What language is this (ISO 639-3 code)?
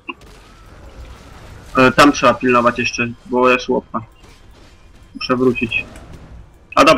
pol